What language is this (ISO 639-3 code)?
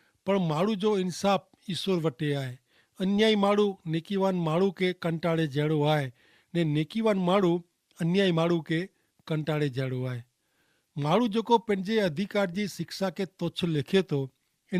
kfr